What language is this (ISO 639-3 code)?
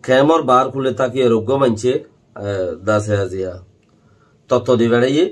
rhg